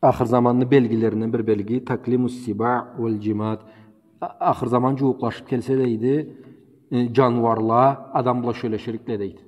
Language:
Karachay-Balkar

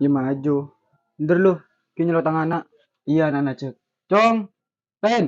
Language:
Madurese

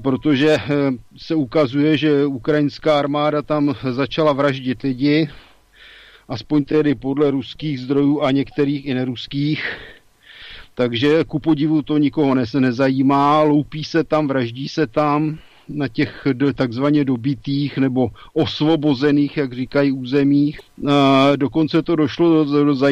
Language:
Czech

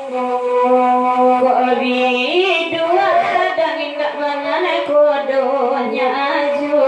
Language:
Minangkabau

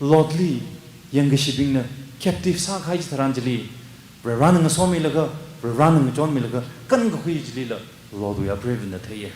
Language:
Tangkhul Naga (India)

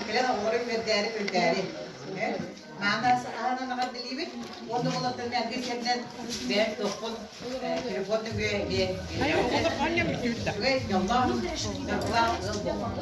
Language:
Yakut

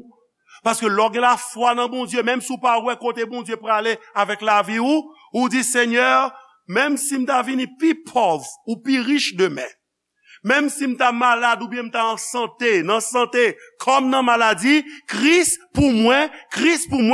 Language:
Haitian Creole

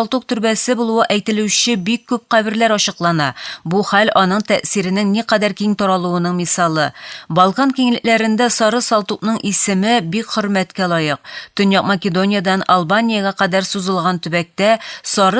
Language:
Tatar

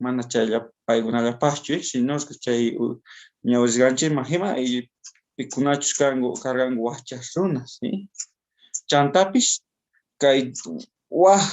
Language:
South Bolivian Quechua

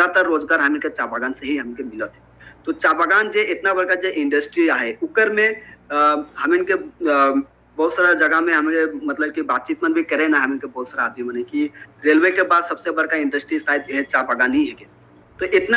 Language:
Sadri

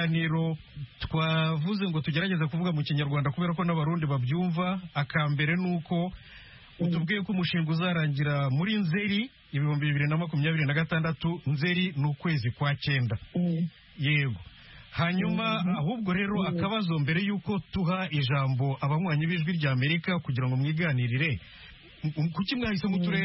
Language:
Kinyarwanda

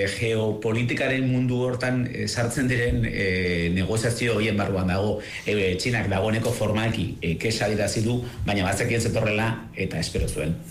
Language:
Basque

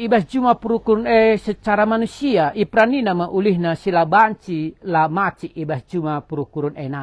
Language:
Batak Karo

